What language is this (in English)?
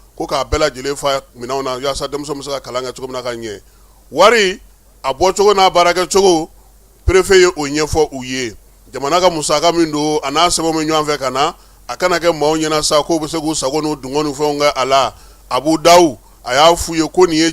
Bambara